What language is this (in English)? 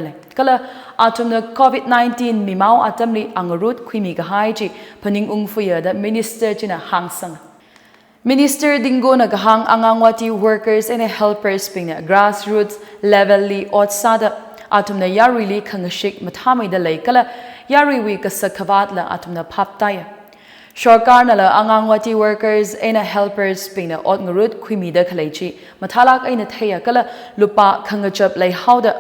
Tangkhul Naga (India)